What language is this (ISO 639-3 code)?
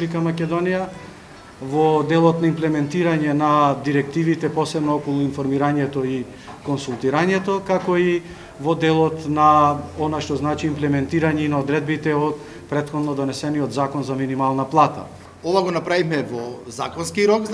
mkd